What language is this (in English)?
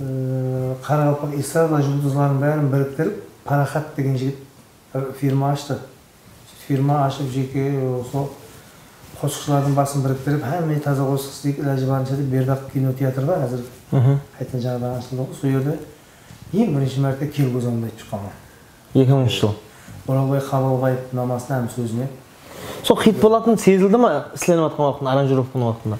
Kara-Kalpak